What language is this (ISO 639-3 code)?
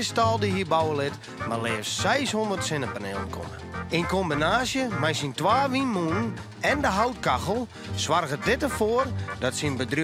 fry